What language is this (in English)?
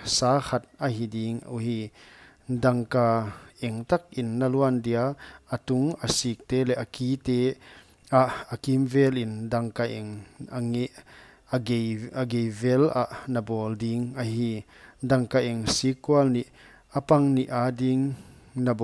Paite Chin